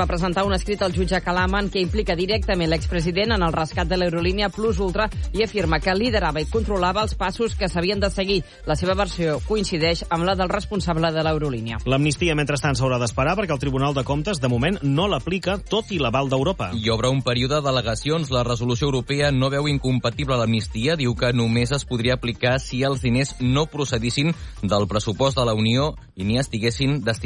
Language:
Catalan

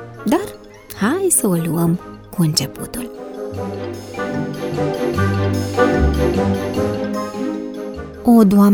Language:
Romanian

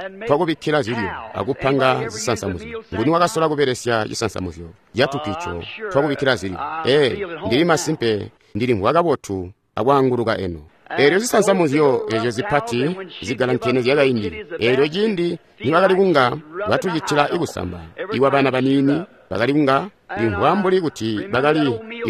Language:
Tonga (Zambia)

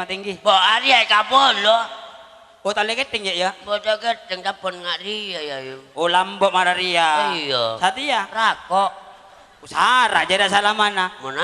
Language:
Madurese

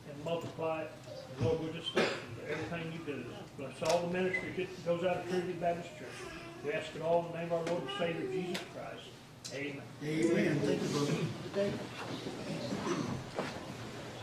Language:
English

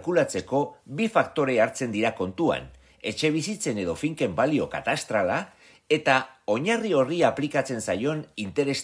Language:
Basque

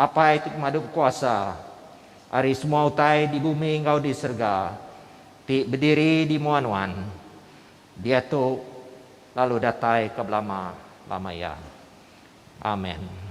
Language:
Iban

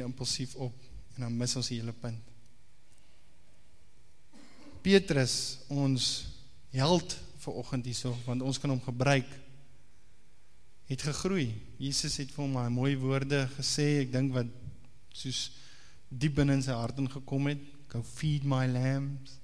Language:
Afrikaans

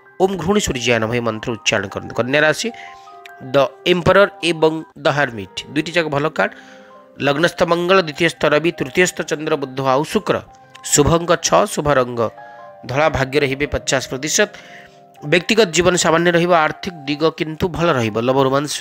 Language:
Odia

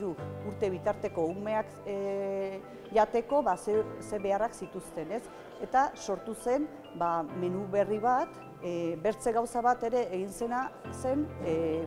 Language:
Basque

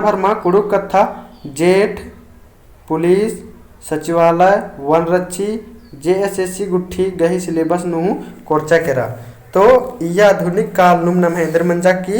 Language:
Kurukh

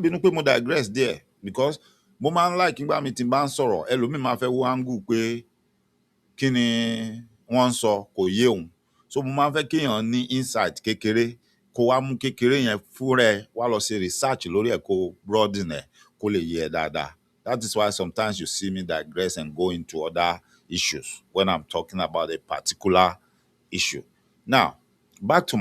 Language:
Yoruba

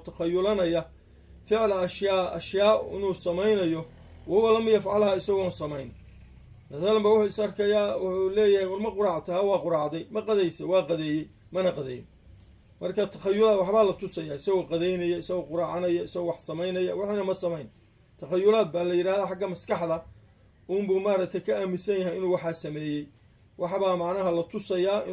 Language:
Somali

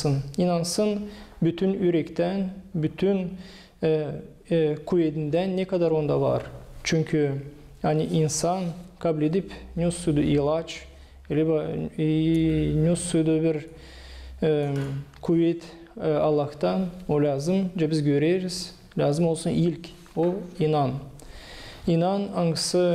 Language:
Gagauz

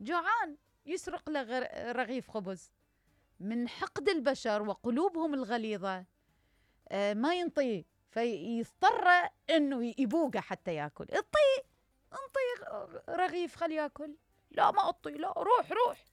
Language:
Mesopotamian Arabic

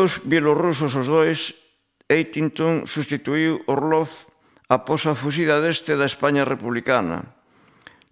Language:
Galician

